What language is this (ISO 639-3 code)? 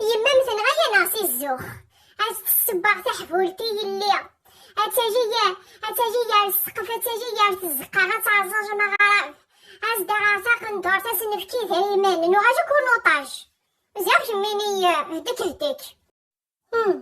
kab